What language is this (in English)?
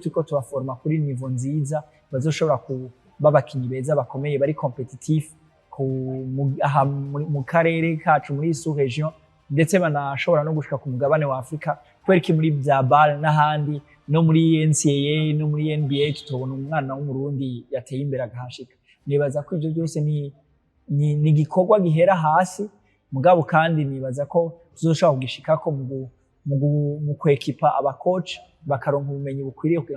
Rundi